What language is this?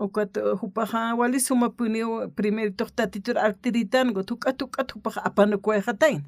Aymara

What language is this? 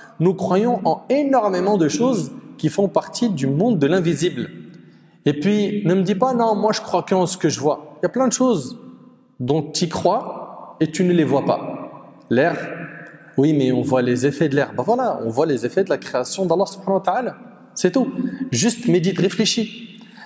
French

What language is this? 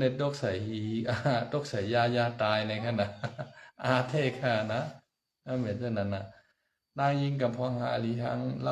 Shan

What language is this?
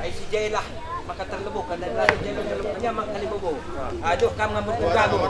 Batak Karo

